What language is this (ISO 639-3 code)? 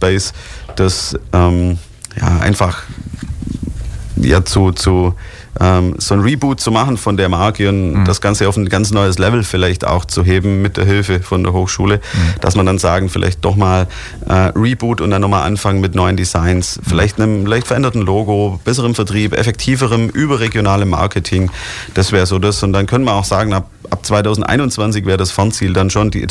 deu